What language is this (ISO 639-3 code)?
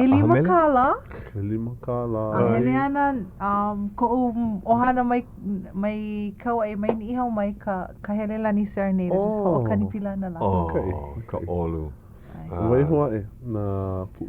haw